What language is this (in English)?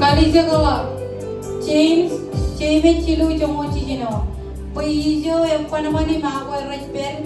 Marshallese